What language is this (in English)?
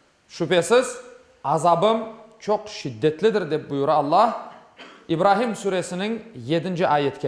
Crimean Tatar